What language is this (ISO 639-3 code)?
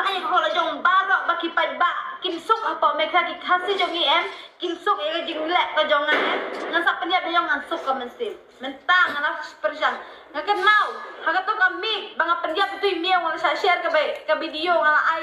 kha